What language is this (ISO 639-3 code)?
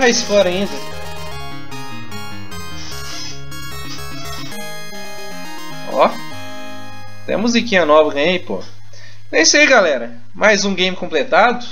por